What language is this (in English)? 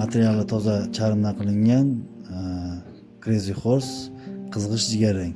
Uzbek